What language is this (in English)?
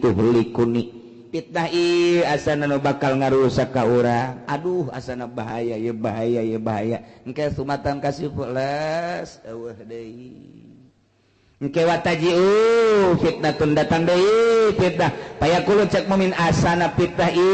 Sundanese